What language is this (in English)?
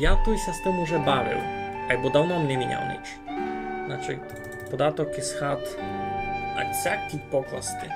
Rusyn